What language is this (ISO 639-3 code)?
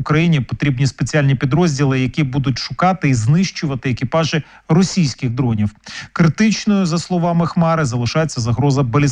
ukr